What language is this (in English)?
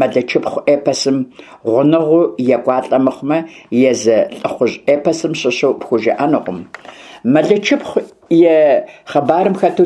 Kabardian